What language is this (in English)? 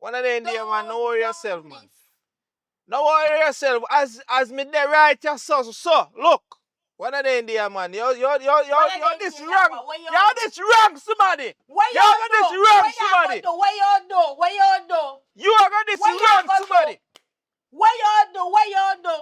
Jamaican Creole English